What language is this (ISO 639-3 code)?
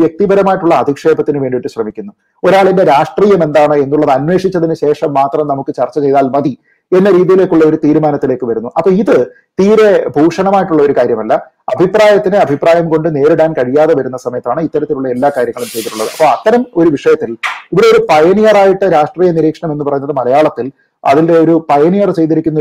mal